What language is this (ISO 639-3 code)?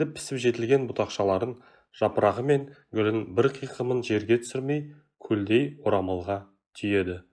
kaz